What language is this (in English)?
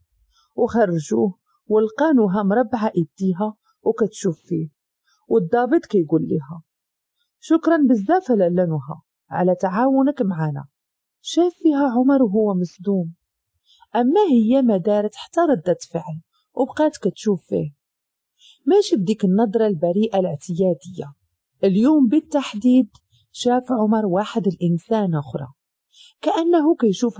Moroccan Arabic